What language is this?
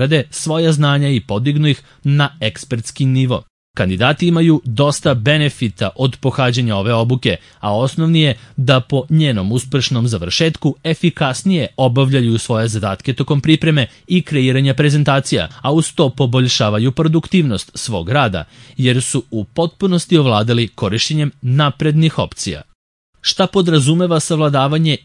Serbian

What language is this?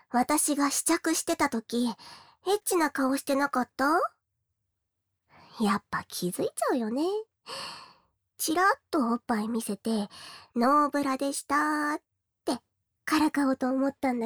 Japanese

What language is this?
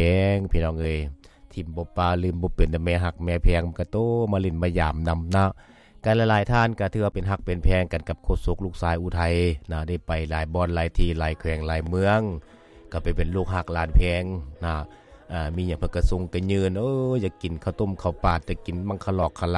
Lao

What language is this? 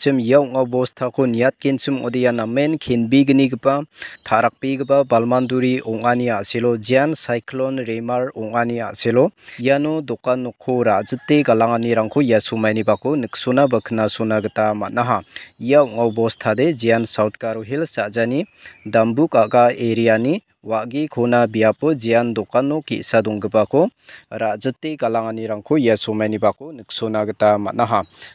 Garo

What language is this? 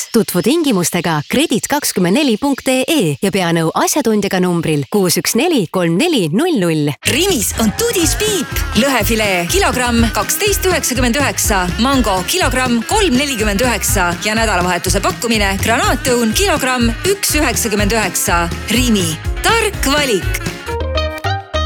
Estonian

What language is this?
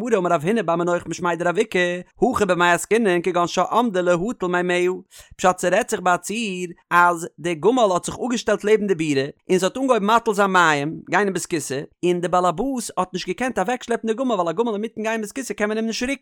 Yiddish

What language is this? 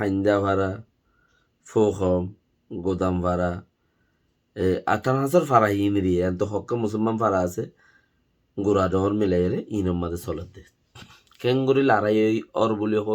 Rohingya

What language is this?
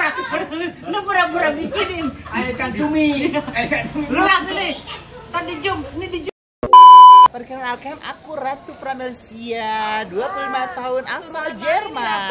Betawi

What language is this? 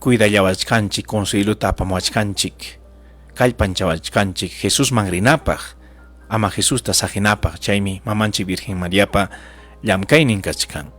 Ayacucho Quechua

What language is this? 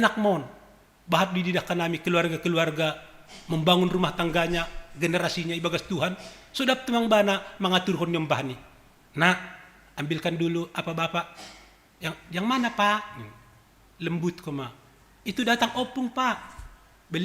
Batak Simalungun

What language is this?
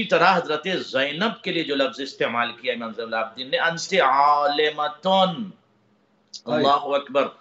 Urdu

